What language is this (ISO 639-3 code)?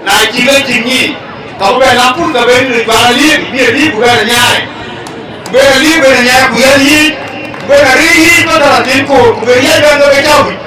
din